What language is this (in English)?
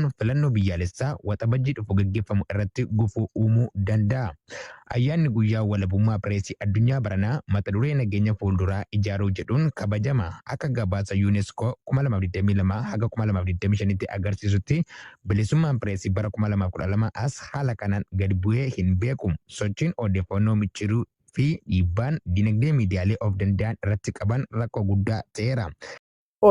Oromo